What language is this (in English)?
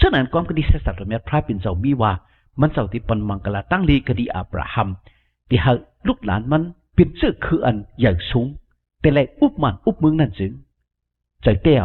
Shan